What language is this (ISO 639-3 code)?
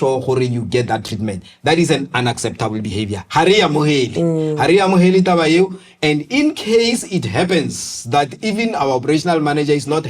tsn